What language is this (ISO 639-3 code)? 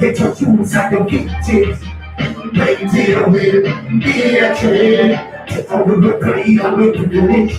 jam